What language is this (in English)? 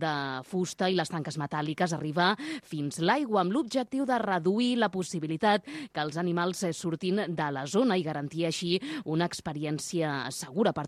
Catalan